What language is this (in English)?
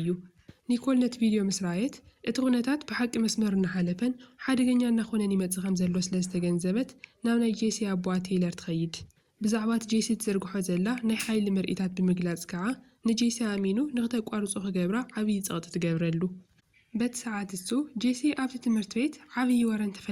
Tigrinya